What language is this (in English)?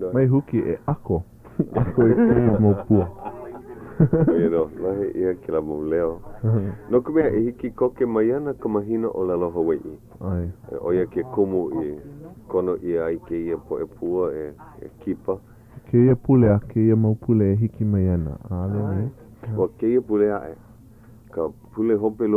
Hawaiian